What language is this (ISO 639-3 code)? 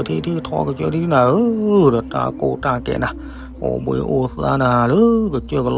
ksw